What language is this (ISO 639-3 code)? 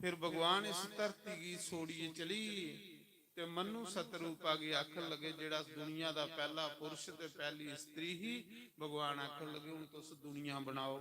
doi